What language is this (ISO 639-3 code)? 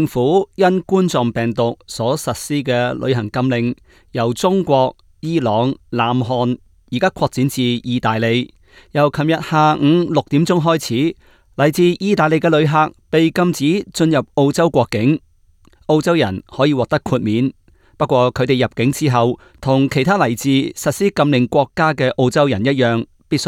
yue